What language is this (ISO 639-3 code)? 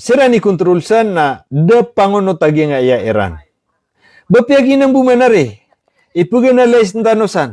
mrw